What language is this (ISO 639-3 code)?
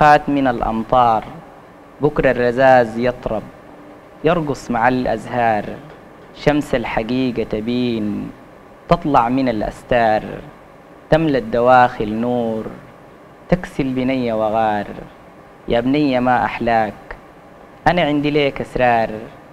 apd